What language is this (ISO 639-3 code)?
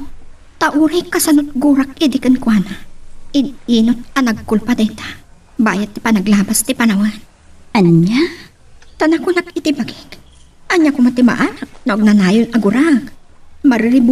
ilo